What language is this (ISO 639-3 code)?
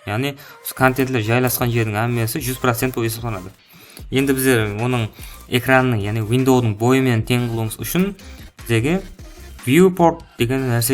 kaa